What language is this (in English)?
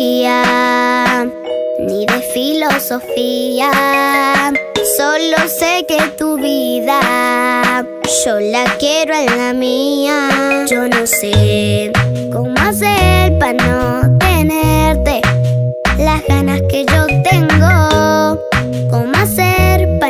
Spanish